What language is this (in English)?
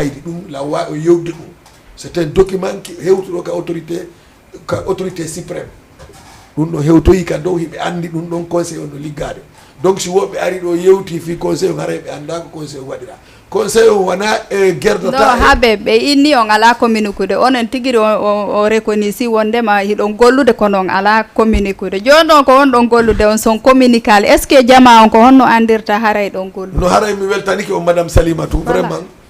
Fula